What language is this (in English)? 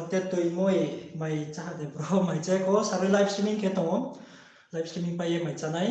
Riang (India)